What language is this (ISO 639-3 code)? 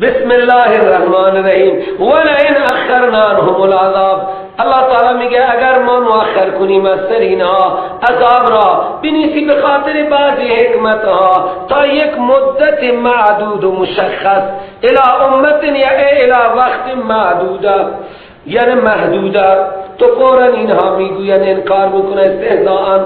fas